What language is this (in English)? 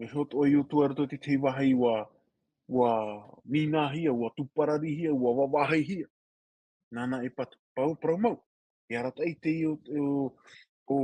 Tahitian